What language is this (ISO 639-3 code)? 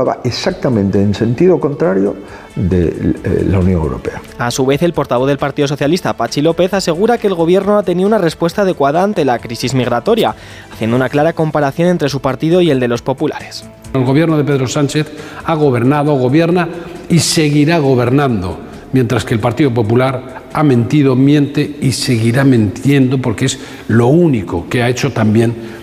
spa